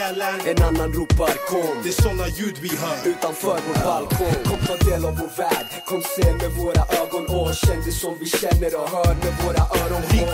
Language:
Swedish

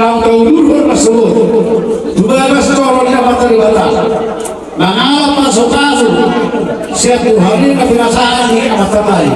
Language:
Batak Toba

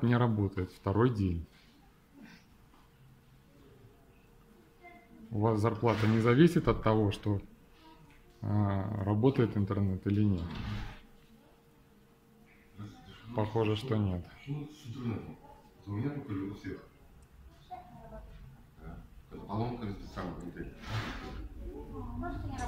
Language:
Russian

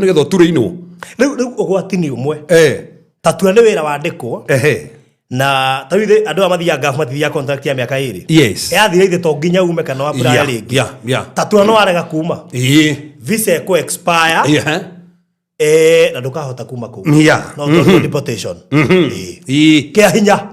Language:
Kikuyu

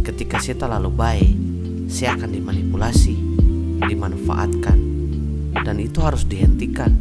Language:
Ambonese Malay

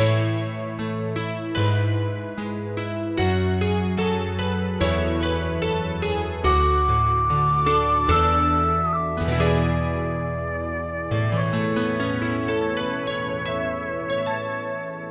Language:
Lahu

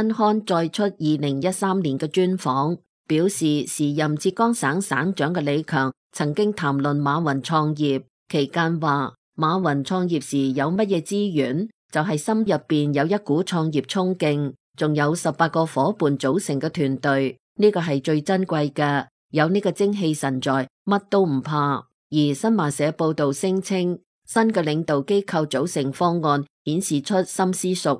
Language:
Cantonese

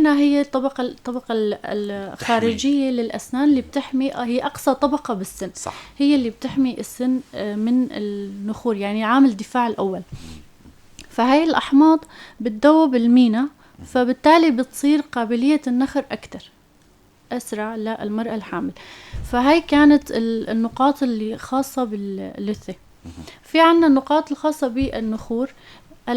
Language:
North Levantine Arabic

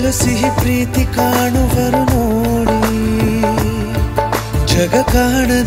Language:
Kannada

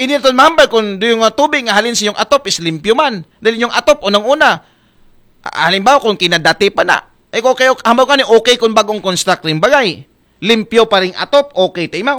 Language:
Aklanon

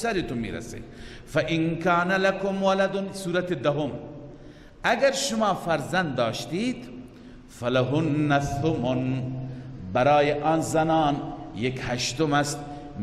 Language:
Persian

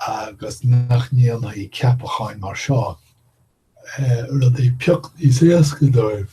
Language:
Irish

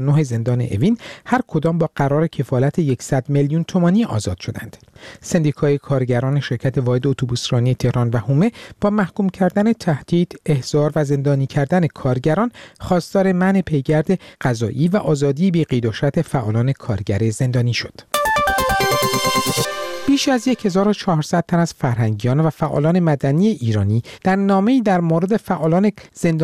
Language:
Persian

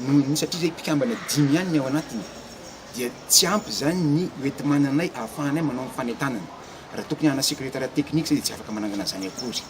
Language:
Malagasy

